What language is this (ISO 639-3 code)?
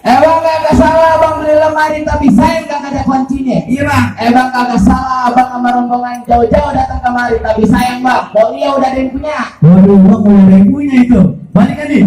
bew